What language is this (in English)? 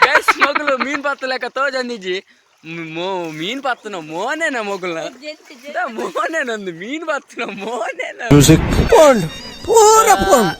Tulu